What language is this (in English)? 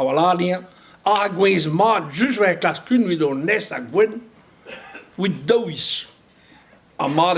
Breton